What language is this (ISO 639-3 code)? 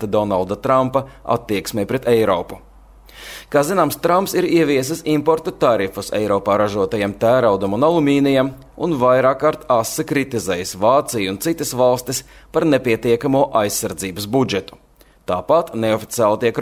lav